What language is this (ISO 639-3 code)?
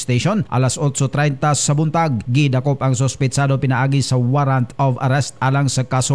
ceb